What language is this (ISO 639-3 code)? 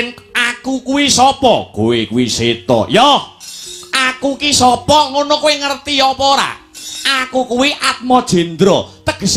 jav